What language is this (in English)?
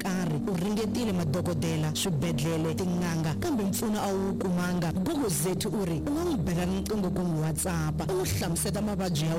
Tsonga